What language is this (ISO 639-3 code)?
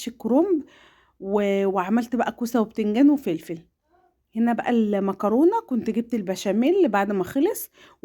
arz